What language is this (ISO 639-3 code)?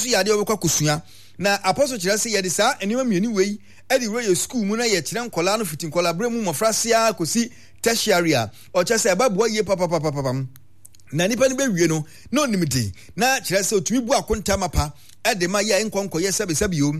aka